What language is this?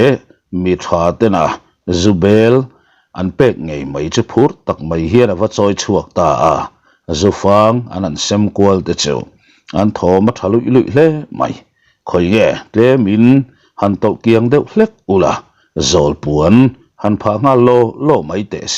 Mizo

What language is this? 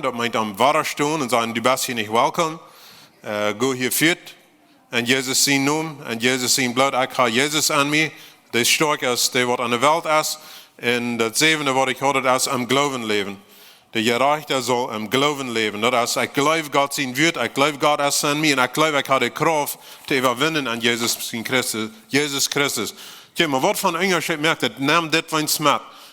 Plautdietsch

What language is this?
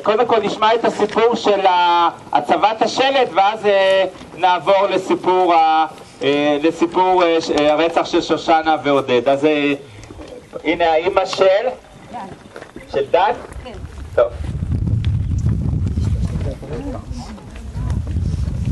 Hebrew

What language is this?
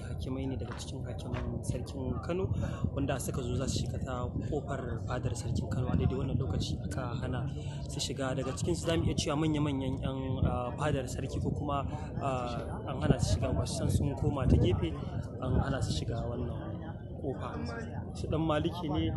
Hausa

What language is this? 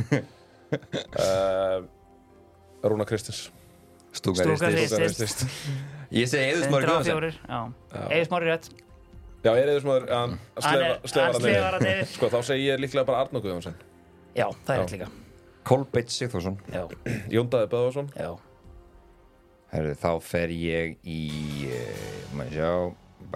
Icelandic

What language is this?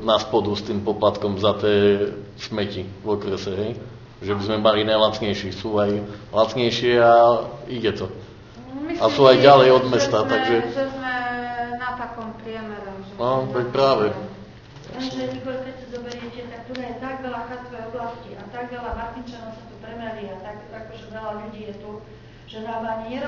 Slovak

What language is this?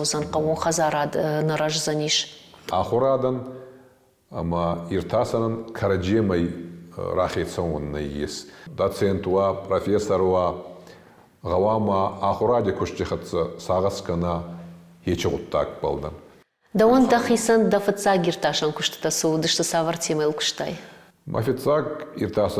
Ossetic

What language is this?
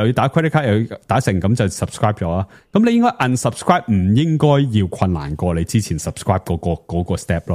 Cantonese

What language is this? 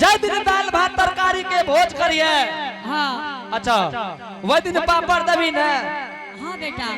Angika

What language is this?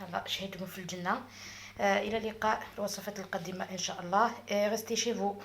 Algerian Arabic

